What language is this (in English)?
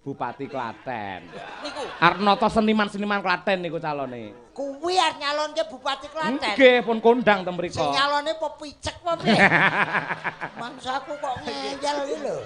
Javanese